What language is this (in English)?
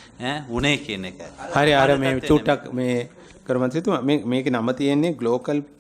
Sinhala